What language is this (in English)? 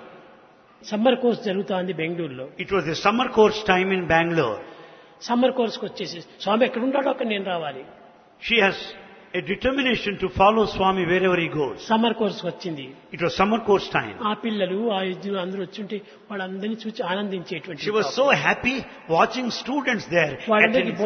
Telugu